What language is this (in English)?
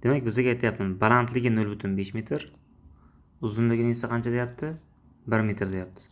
Uzbek